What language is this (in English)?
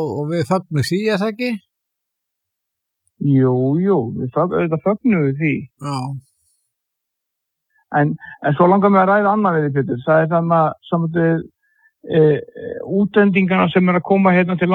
Icelandic